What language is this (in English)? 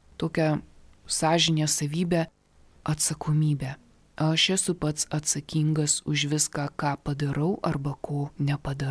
Lithuanian